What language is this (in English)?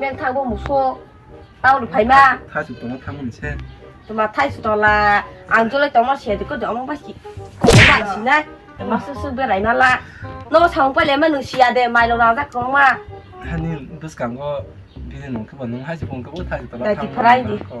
Kok Borok